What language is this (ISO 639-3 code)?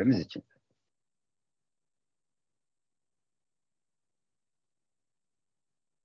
tur